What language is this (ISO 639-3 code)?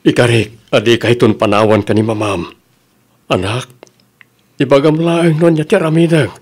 ilo